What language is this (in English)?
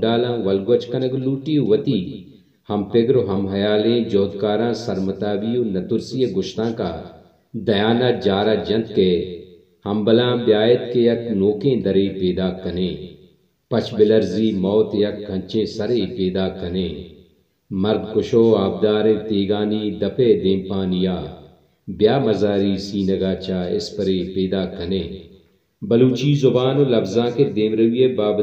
Baluchi